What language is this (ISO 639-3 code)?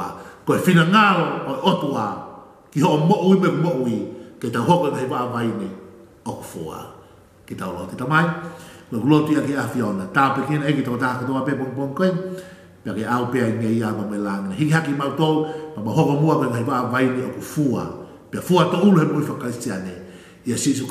ton